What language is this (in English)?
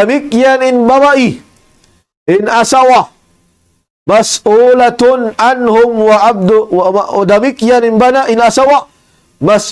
Tausug